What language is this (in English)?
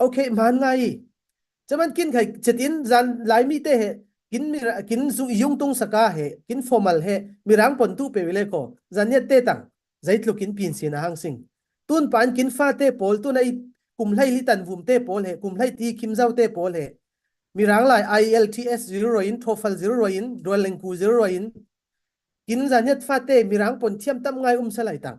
Falam Chin